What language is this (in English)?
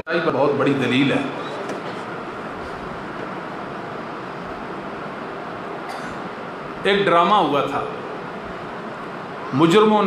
Urdu